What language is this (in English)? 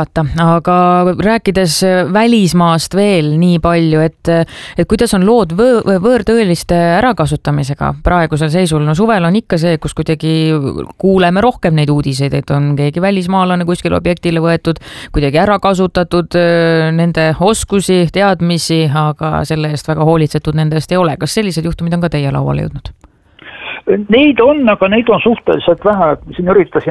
Estonian